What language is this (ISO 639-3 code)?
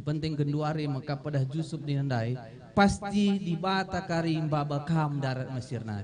btx